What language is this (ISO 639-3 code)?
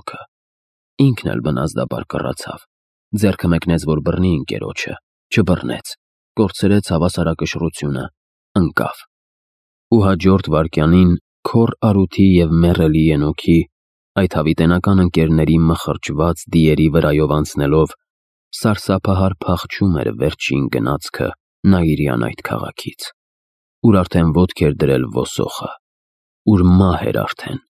hye